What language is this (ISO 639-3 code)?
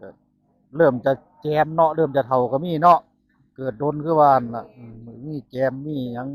tts